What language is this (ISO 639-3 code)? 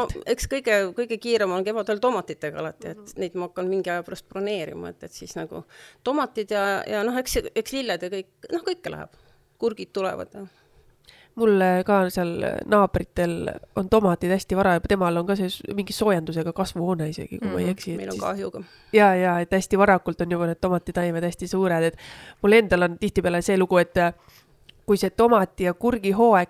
est